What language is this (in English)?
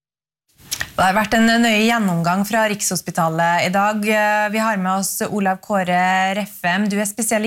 Norwegian